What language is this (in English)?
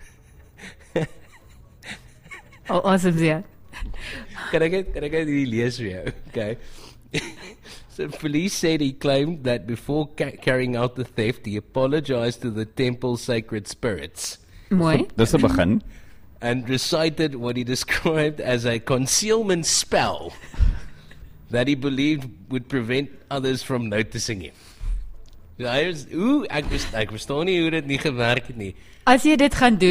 Afrikaans